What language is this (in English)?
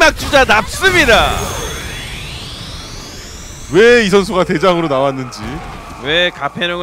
Korean